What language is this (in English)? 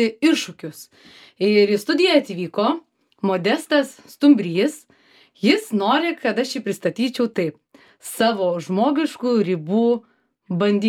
Lithuanian